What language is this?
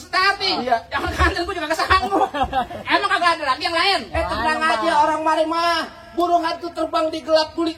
Betawi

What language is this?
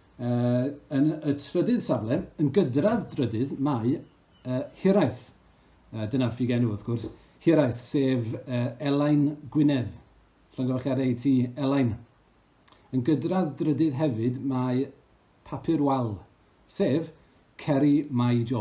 Welsh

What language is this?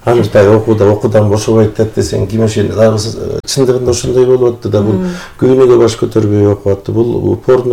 Kyrgyz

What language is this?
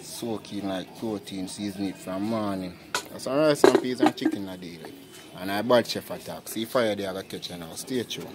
Jamaican Creole English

